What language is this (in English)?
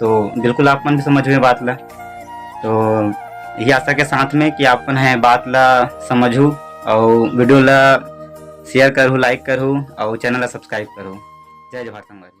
Chhattisgarhi